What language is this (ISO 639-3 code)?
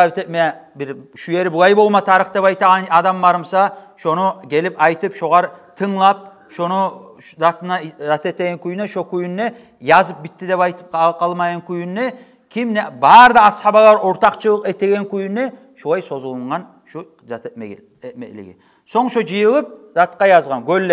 kum